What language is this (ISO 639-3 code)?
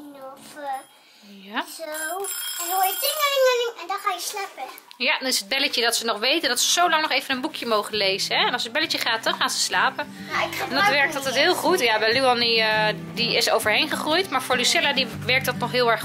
nld